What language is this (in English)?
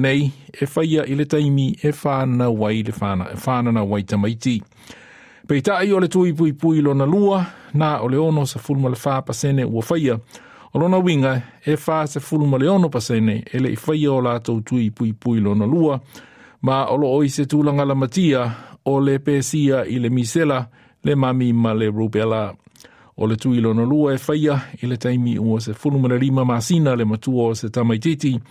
Samoan